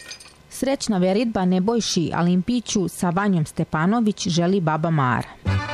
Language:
Serbian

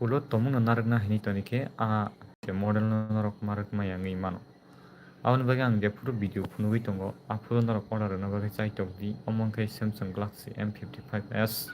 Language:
Kok Borok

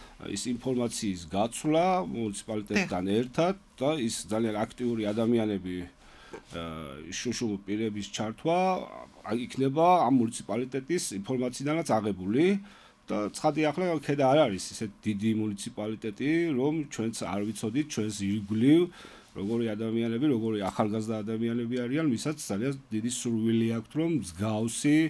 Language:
Georgian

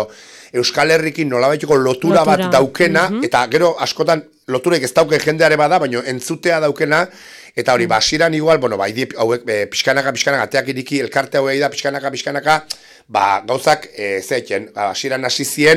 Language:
Basque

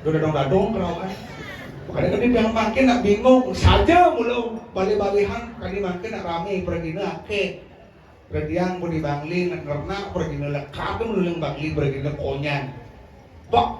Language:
Balinese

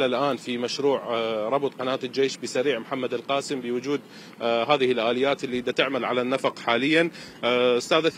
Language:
Mesopotamian Arabic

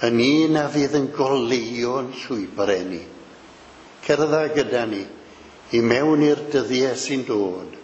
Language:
Welsh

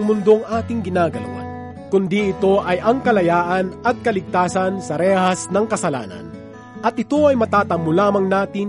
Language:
Filipino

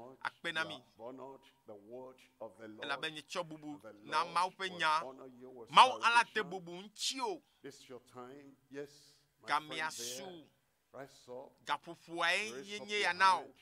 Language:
Ewe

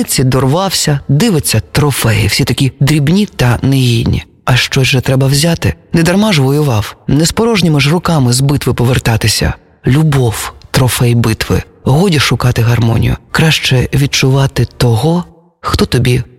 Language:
Ukrainian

